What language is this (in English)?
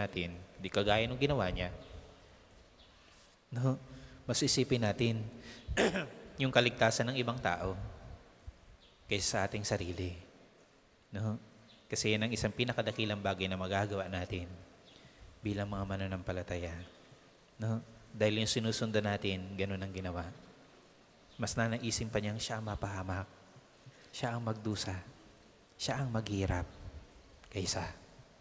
Filipino